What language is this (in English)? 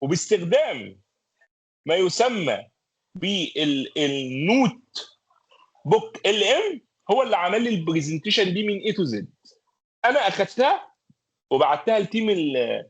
Egyptian Arabic